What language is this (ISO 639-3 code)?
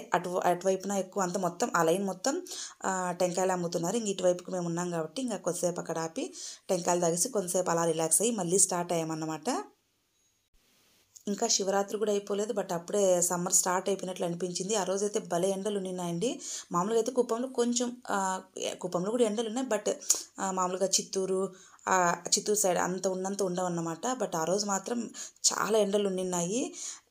tel